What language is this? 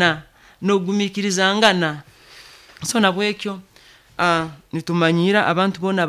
Nyoro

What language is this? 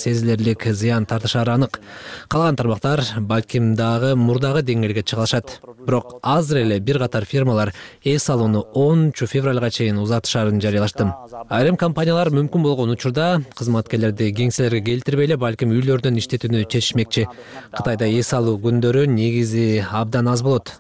Kyrgyz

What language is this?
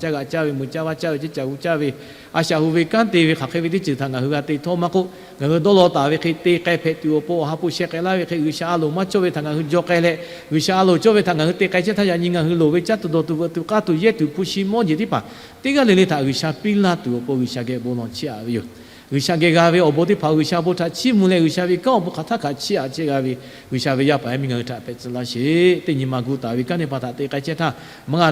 Lahu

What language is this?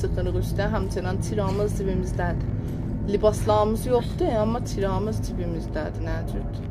South Azerbaijani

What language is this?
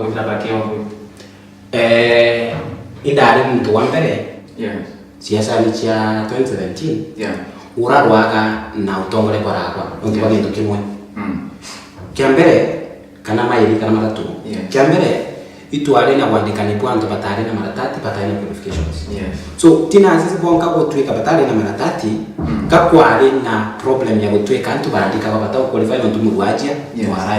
Meru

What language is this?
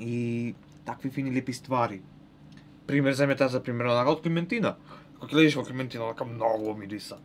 Macedonian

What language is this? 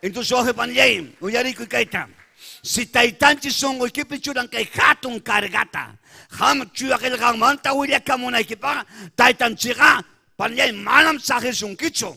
Ayacucho Quechua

